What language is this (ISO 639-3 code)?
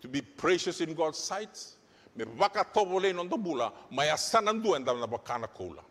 fij